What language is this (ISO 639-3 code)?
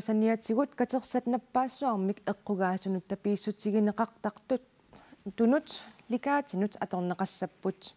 kal